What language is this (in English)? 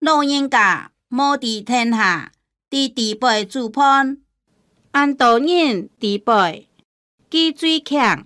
Hakka Chinese